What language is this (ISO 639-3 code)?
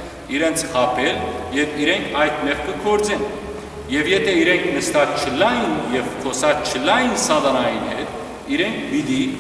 hyw